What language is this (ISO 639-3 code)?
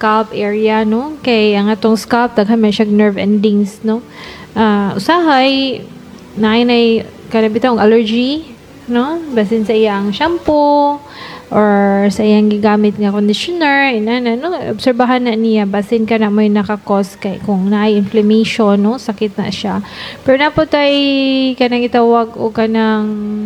ceb